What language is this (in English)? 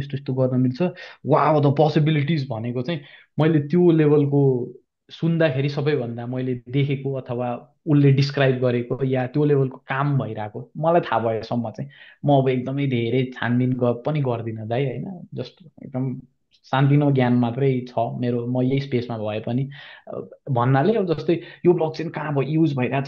Nepali